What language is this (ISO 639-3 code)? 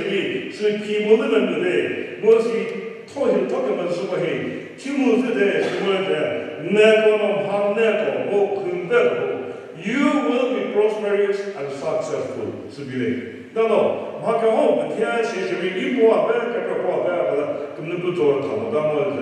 nri